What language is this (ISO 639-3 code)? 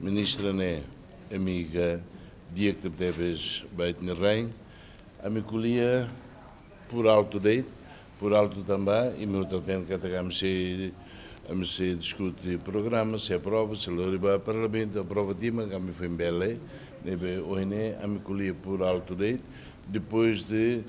tet